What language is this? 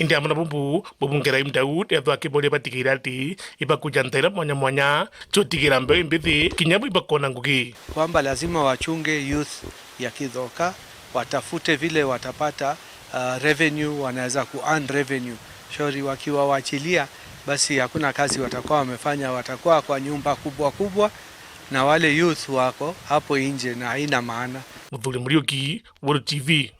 Meru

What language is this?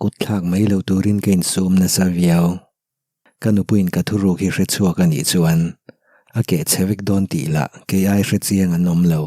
Mizo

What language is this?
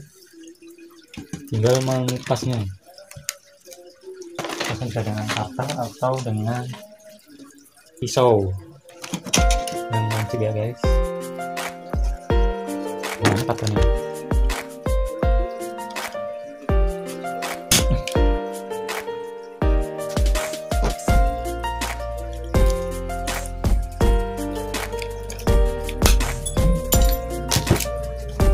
Indonesian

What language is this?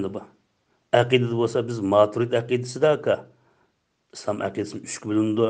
Uyghur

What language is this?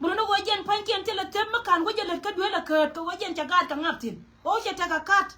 Nuer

